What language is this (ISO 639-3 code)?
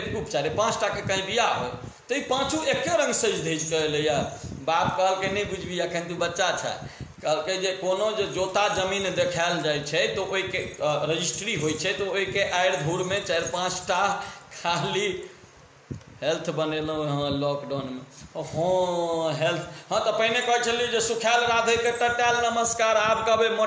mai